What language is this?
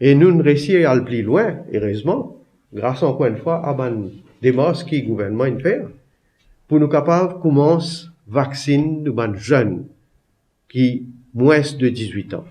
Morisyen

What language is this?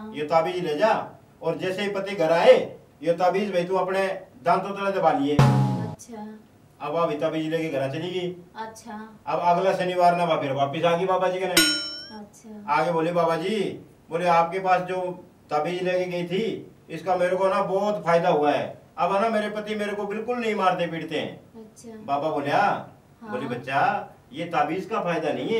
Haryanvi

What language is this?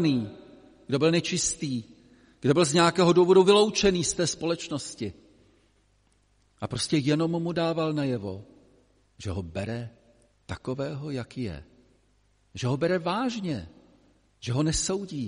Czech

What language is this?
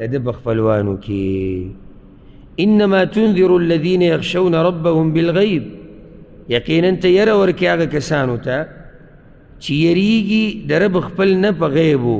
Pashto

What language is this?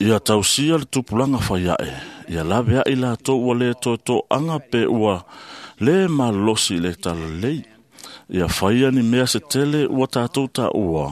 Samoan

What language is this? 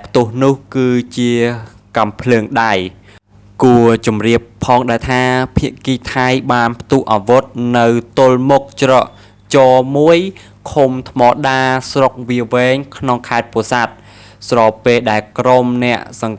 Khmer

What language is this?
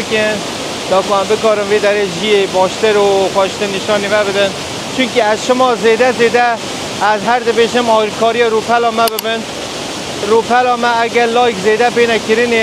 Kurdish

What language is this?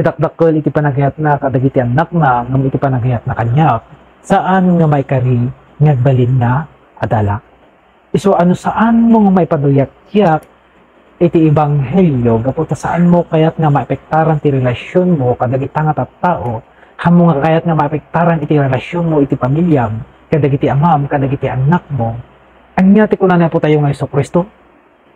Iloko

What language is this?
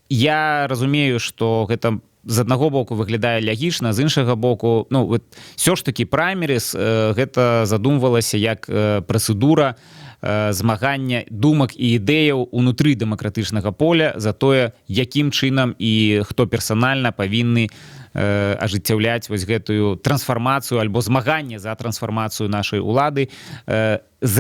Belarusian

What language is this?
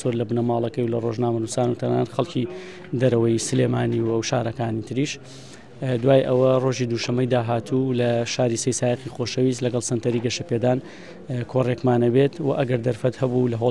Central Kurdish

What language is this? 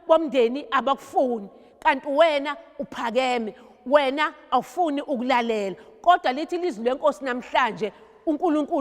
Zulu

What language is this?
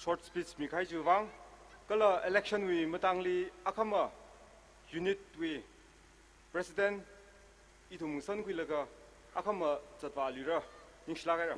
Tangkhul Naga (India)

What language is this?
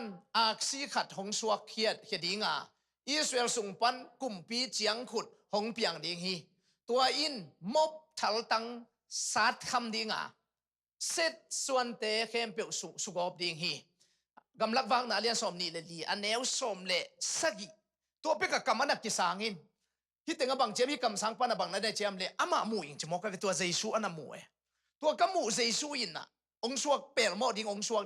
Tedim Chin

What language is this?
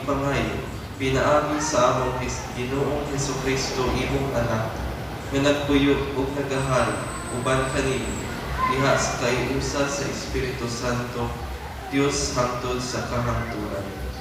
Cebuano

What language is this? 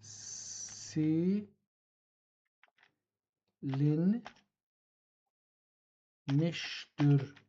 South Azerbaijani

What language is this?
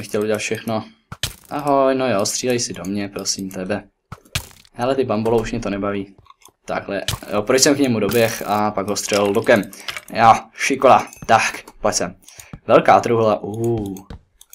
Czech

